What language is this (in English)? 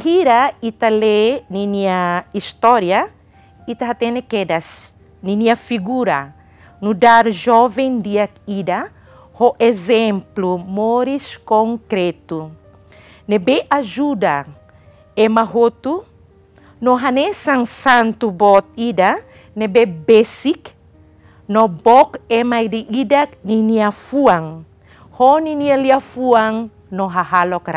Tetum